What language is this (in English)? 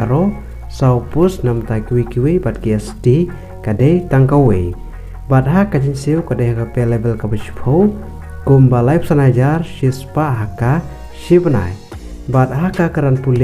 Khasi